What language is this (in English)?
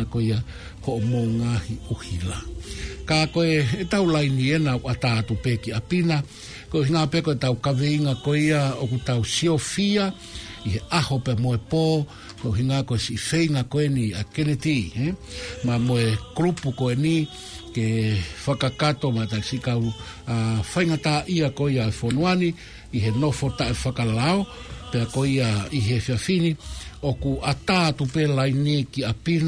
Tongan